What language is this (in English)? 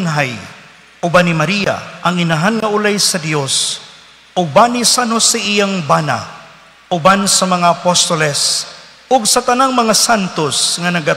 Cebuano